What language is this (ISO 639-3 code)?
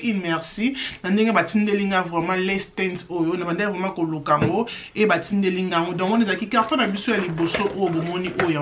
lin